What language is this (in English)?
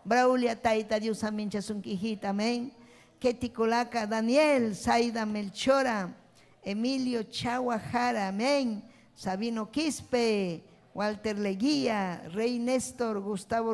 Ayacucho Quechua